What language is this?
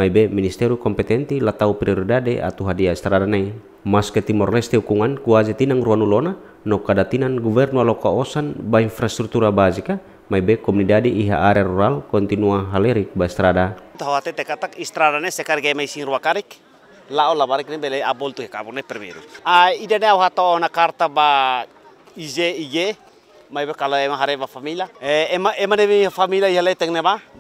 Tetum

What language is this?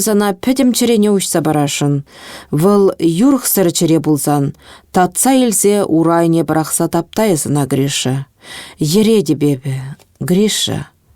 Chuvash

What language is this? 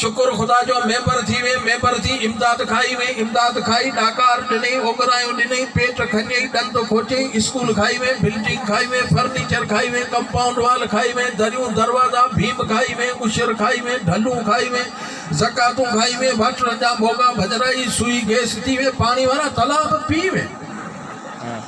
Sindhi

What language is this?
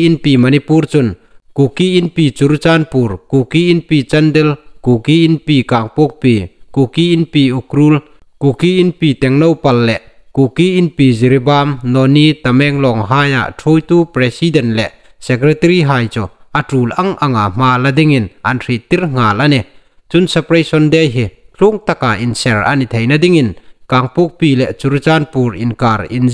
Hmar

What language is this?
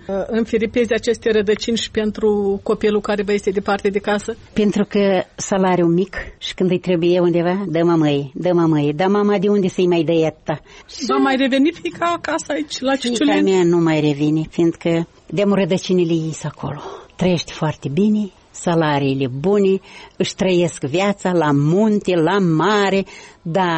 Romanian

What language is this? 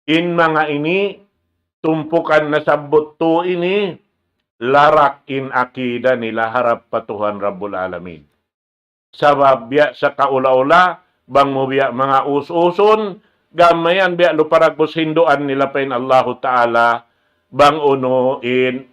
Tausug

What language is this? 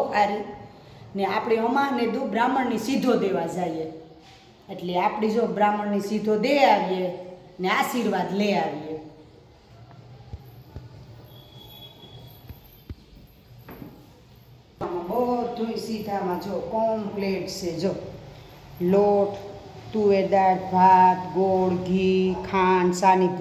Gujarati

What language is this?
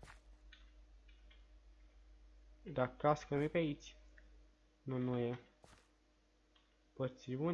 Romanian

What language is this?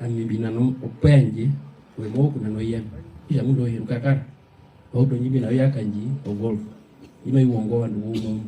Herero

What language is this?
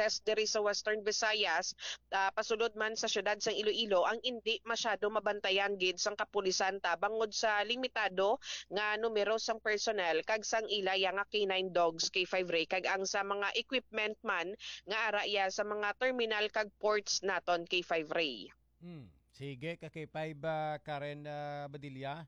Hiligaynon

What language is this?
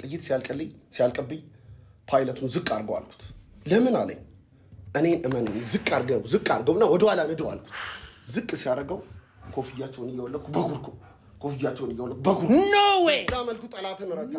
Amharic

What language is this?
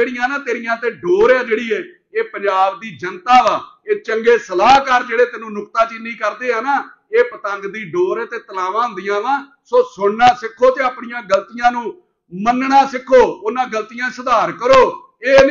Punjabi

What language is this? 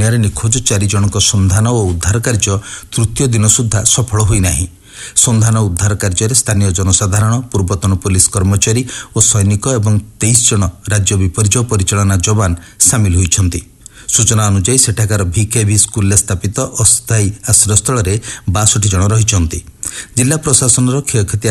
Odia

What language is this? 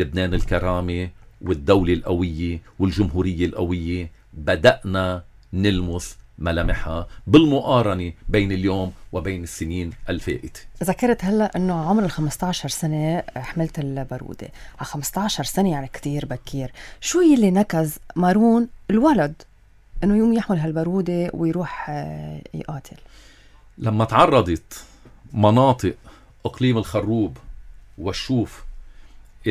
North Levantine Arabic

